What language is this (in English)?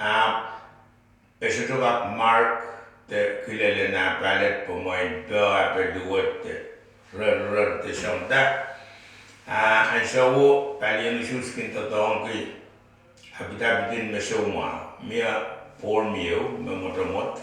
Pohnpeian